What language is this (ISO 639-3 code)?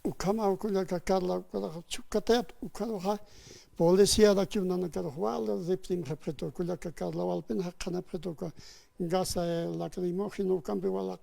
aym